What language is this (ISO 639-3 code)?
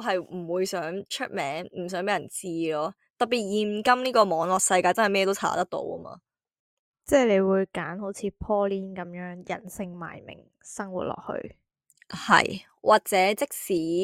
yue